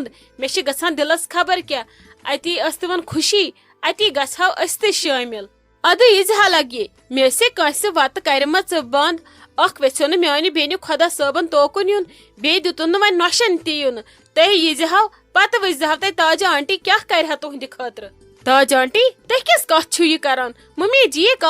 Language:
Kashmiri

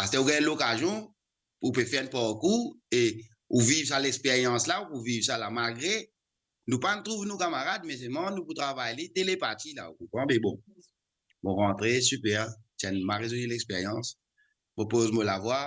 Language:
Morisyen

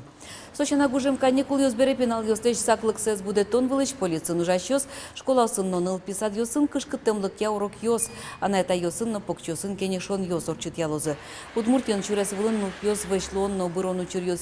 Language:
Udmurt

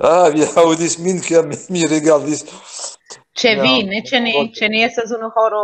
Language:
Esperanto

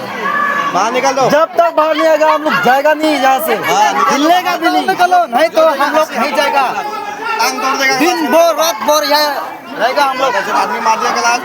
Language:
Karbi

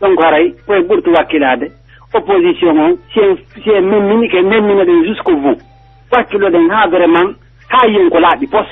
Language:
Pular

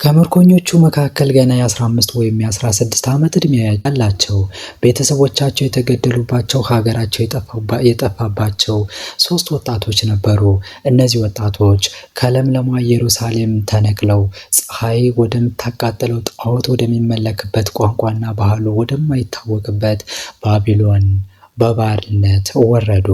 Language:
Amharic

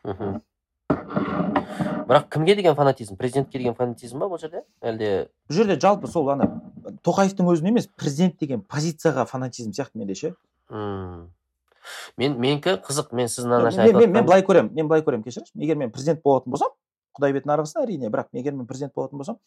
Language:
Kazakh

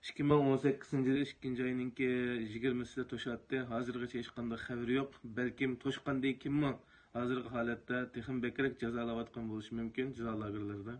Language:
Uyghur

